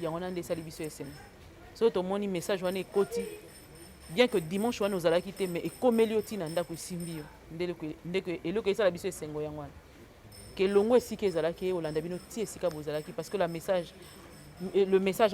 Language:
Lingala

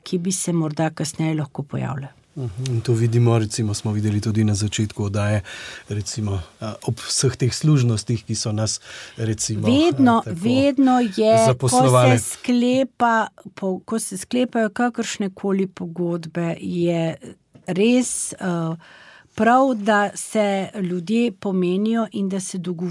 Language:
Slovenian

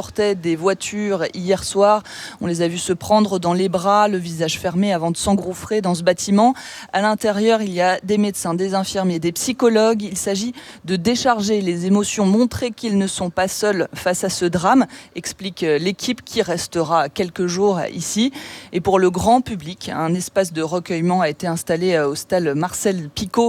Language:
French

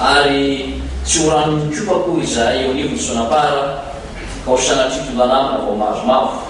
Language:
Malagasy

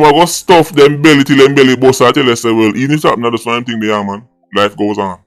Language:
Jamaican Creole English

